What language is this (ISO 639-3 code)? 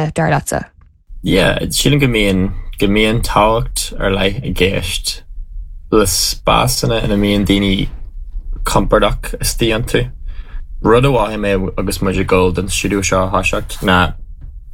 gle